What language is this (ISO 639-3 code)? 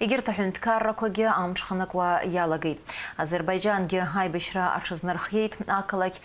abk